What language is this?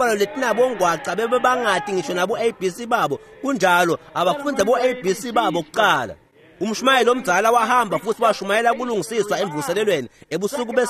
Swati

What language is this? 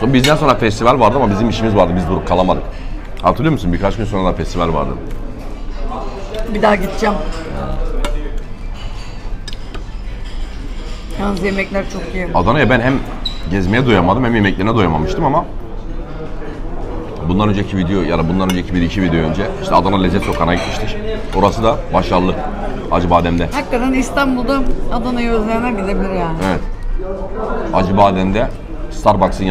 Turkish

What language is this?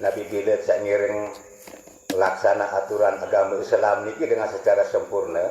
Sasak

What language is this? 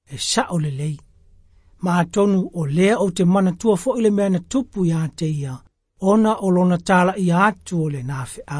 Samoan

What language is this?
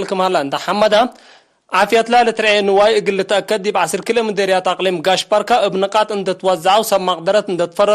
Tigre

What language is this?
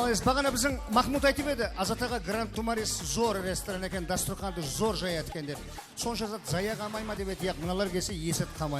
Kara-Kalpak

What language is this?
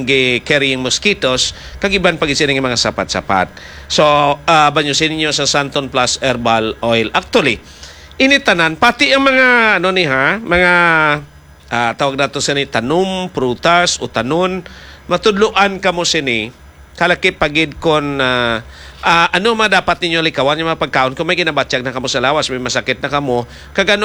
Hiligaynon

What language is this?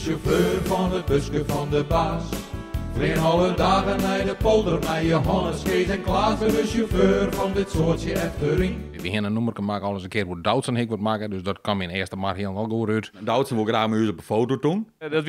Western Frisian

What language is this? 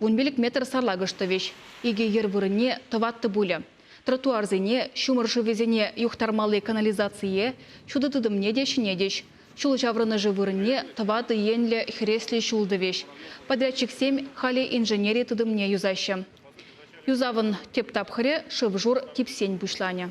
Chuvash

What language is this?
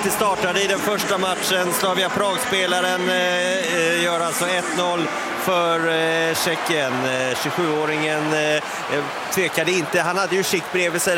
Swedish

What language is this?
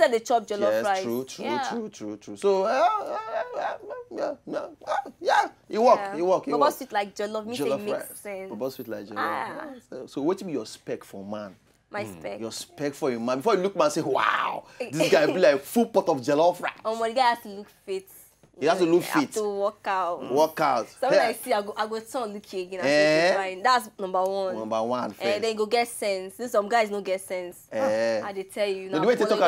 Nigerian Pidgin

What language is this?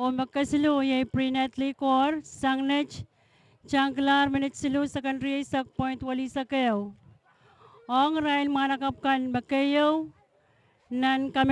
Pohnpeian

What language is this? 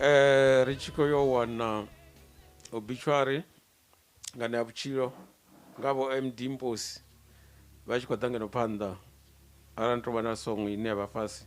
Venda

